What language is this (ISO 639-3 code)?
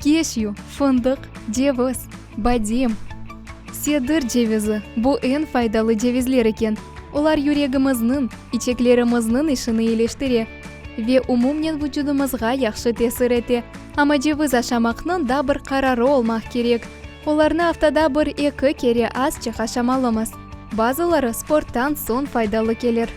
crh